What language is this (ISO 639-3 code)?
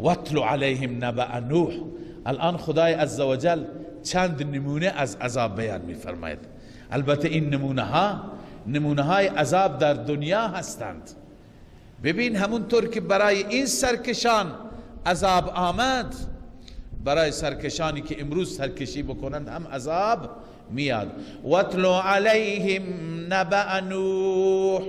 fas